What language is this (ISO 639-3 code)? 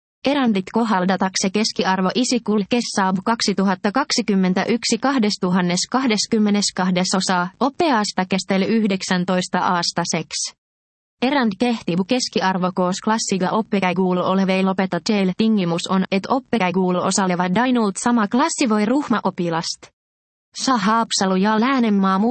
est